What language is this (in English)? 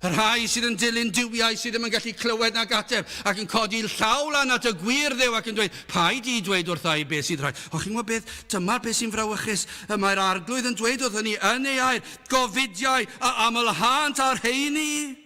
Welsh